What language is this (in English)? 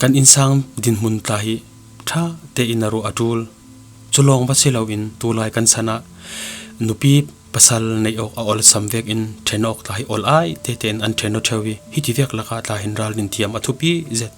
Falam Chin